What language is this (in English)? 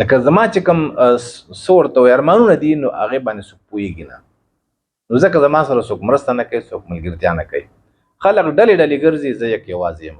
Pashto